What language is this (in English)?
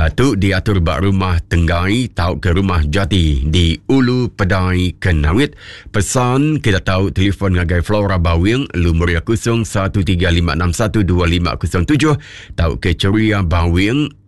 Iban